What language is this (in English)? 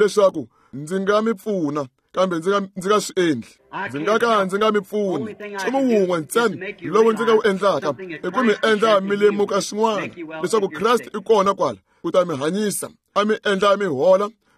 Tsonga